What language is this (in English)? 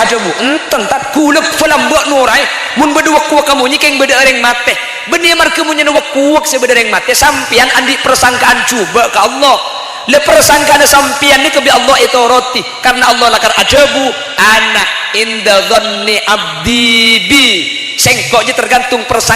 Madurese